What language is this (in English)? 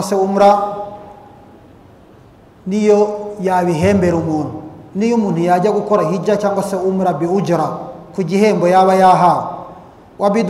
Kinyarwanda